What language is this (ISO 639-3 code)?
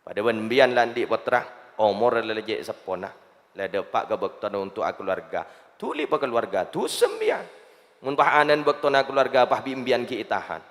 mad